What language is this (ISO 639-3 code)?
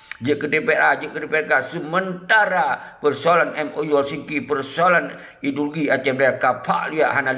ace